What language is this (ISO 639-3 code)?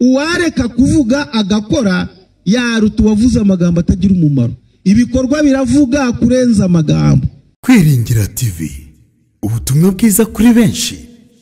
kin